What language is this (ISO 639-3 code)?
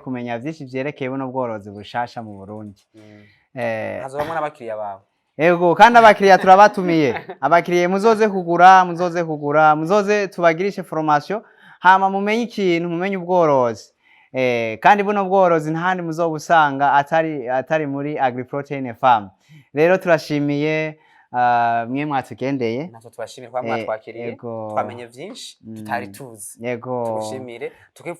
run